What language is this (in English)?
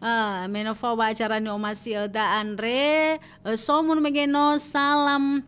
Nias